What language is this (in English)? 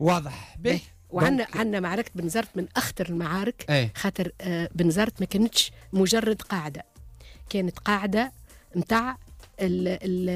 Tunisian Arabic